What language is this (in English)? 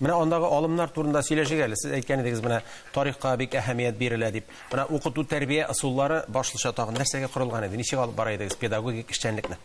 Tatar